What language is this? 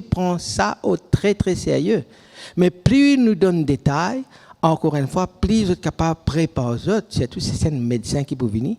Morisyen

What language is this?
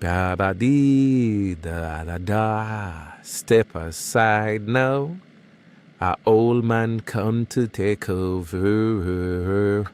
Jamaican Creole English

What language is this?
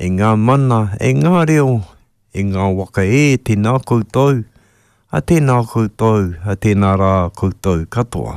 Māori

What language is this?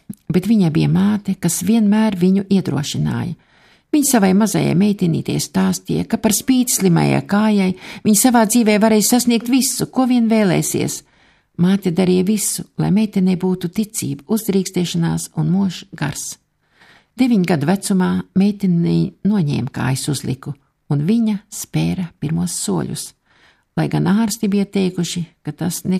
Latvian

